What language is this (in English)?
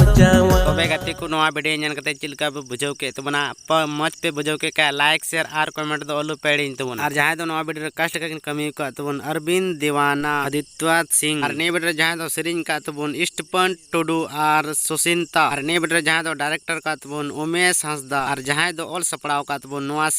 Santali